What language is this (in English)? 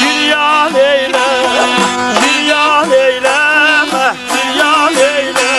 South Azerbaijani